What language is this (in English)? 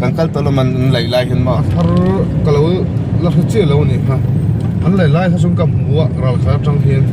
Mizo